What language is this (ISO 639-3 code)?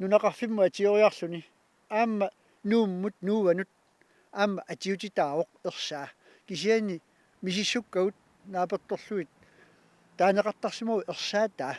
kal